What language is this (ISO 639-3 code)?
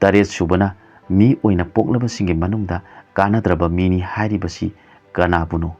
mni